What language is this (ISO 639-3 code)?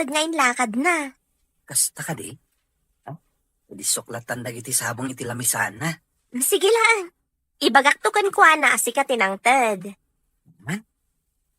ilo